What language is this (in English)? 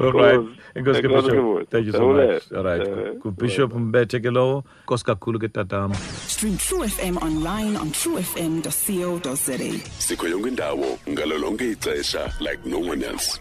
Xhosa